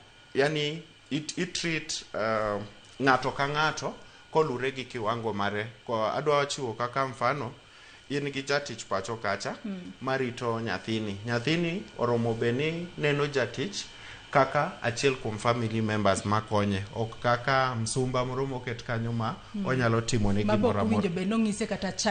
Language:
Luo (Kenya and Tanzania)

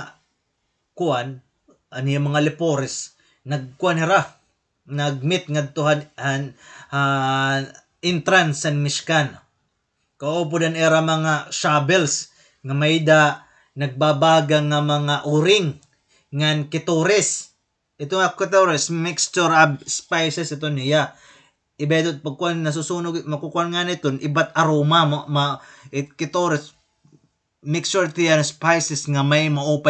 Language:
Waray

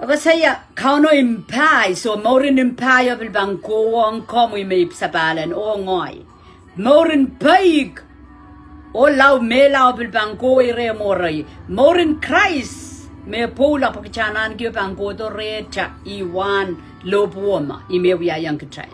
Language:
Pohnpeian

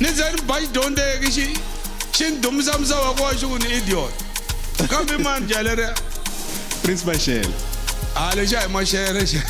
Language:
Tsonga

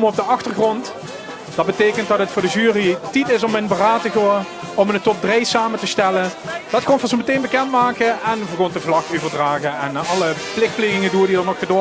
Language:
Limburgish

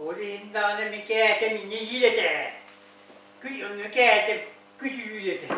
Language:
Yakut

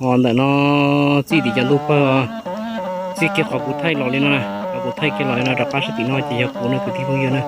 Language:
Hmong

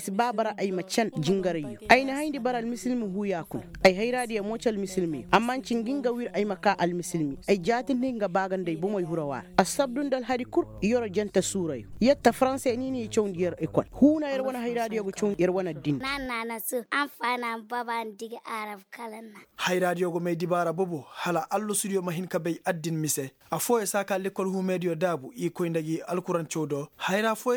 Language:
Koyraboro Senni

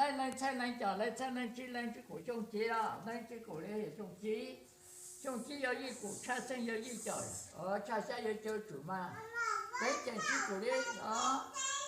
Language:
Hmong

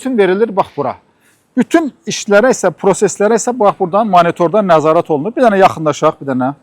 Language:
Azerbaijani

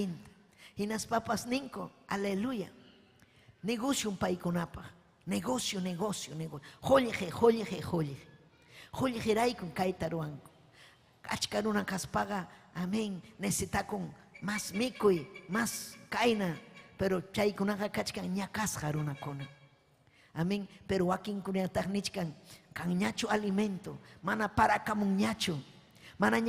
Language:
Ayacucho Quechua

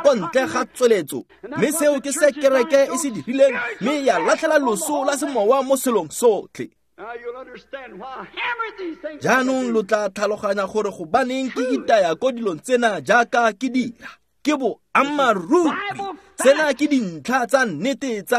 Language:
Tswana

